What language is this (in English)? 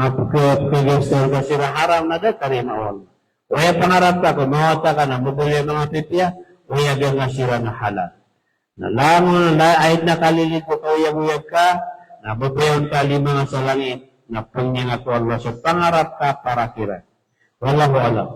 Maranao